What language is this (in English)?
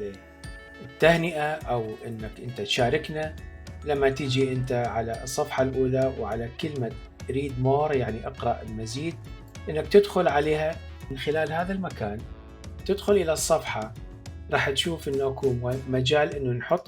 Mesopotamian Arabic